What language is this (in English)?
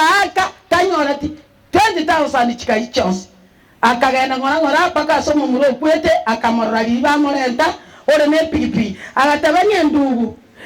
Gusii